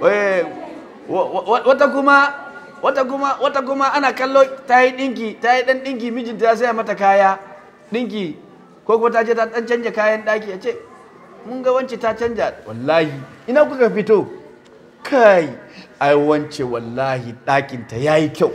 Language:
Hausa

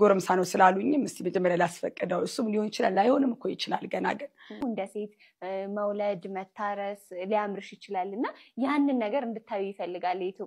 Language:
Amharic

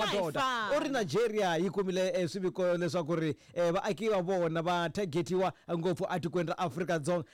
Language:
Tsonga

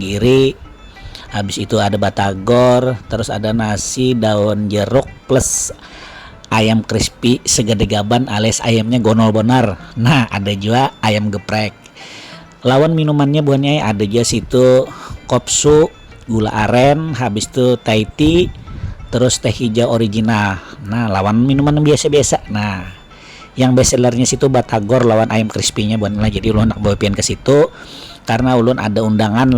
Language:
Banjar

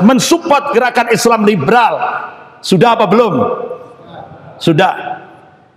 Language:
Indonesian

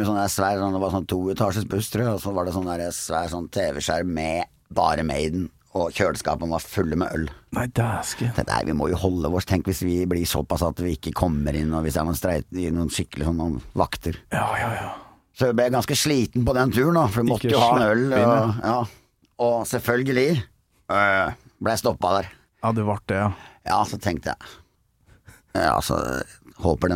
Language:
Norwegian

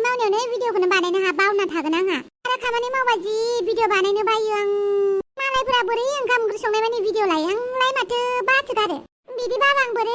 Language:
Bodo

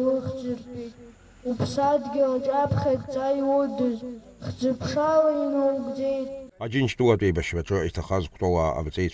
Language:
Abkhazian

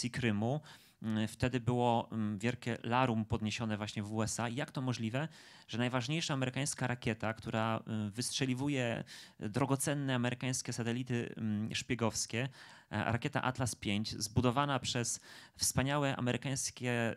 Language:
Polish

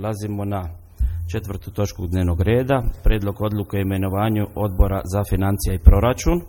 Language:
Croatian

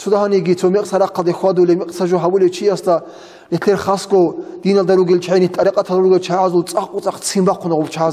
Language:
Avaric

